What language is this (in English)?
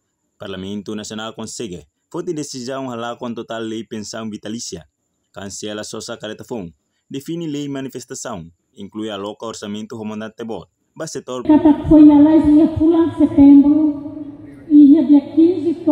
Tetum